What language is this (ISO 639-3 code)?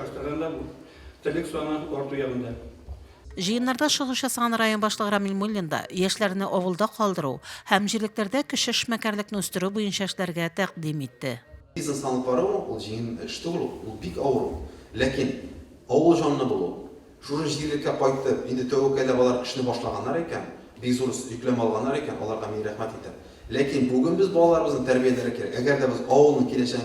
tat